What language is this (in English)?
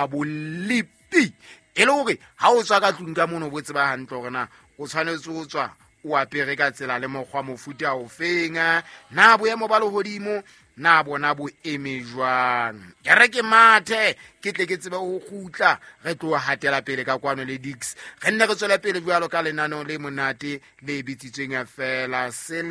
Southern Sotho